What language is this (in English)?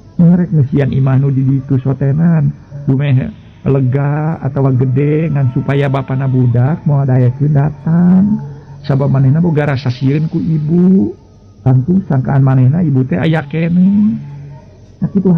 Sundanese